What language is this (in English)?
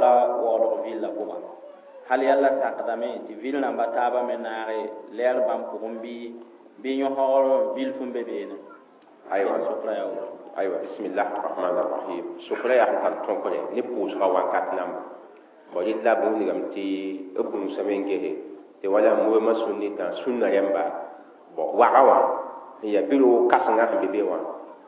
Mossi